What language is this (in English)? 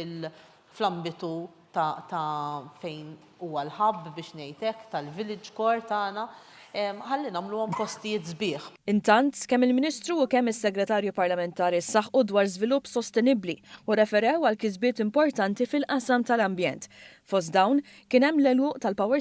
Maltese